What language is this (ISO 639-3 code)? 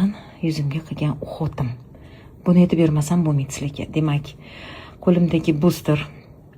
uzb